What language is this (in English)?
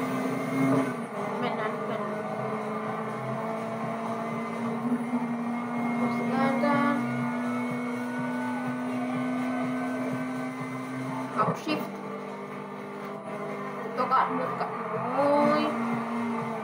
Finnish